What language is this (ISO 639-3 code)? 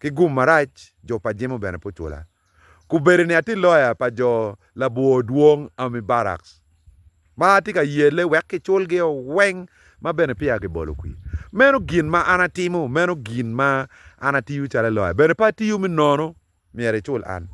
ach